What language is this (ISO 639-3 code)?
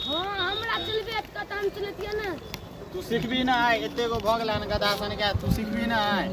mai